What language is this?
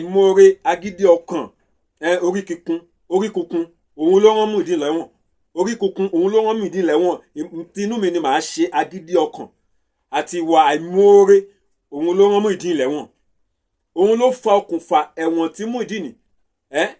Yoruba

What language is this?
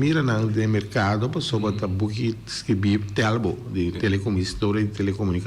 Papiamento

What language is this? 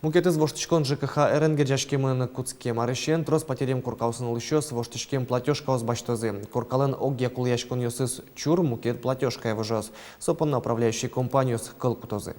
Udmurt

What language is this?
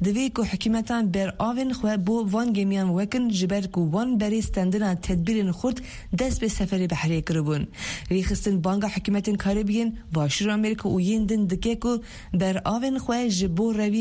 Kurdish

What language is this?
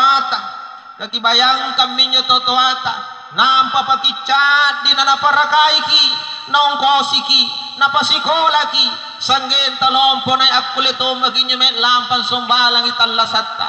Makasar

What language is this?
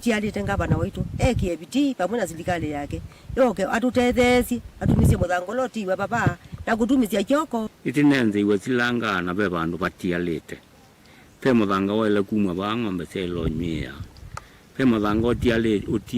Kamba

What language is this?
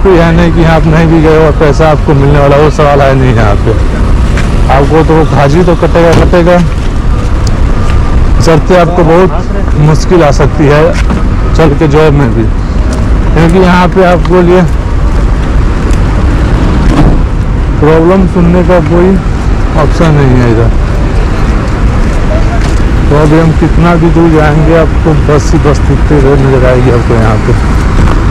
Hindi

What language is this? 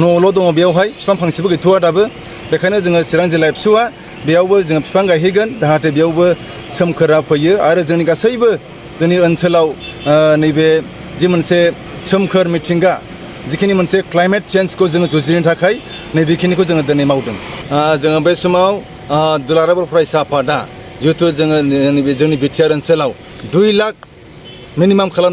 Bodo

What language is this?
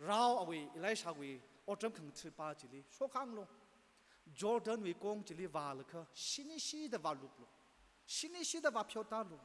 Tangkhul Naga (India)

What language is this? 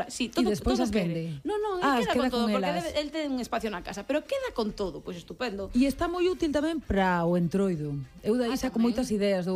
Galician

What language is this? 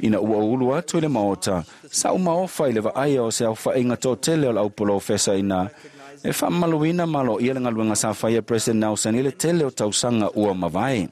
Samoan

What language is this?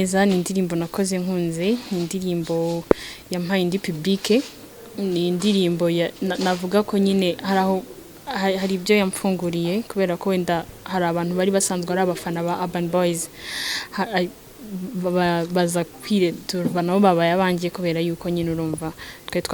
Kinyarwanda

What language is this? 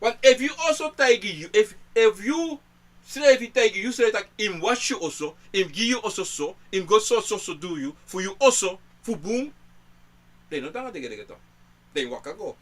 Sranan Tongo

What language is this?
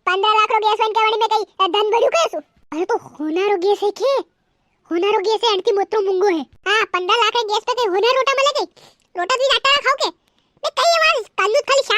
Rajasthani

